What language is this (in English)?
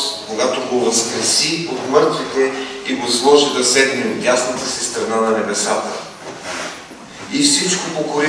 Bulgarian